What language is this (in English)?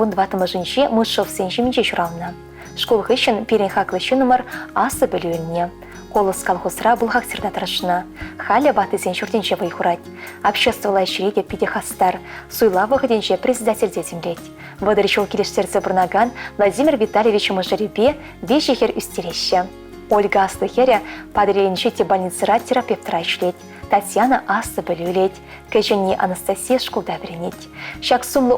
Chuvash